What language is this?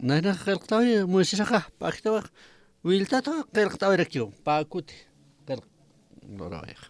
Aymara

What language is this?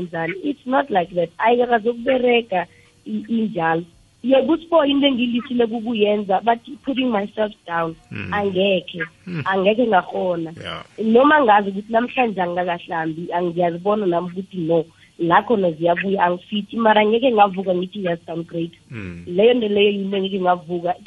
South Ndebele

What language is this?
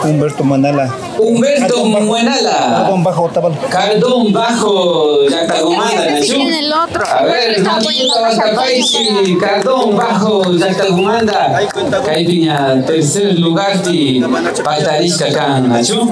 Imbabura Highland Quichua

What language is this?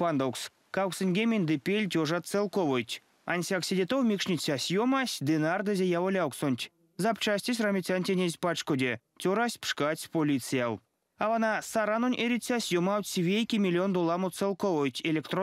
Erzya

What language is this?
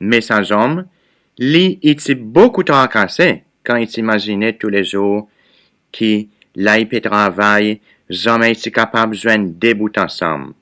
Seselwa Creole French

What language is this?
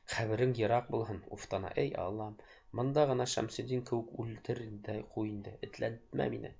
Bashkir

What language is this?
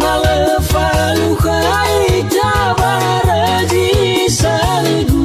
Nias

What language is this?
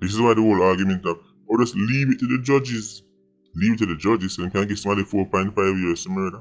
Jamaican Creole English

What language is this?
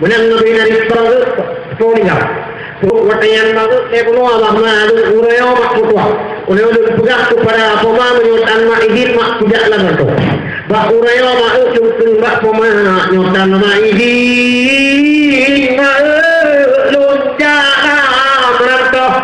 Achinese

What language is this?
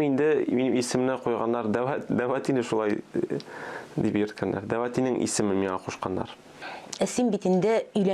Tatar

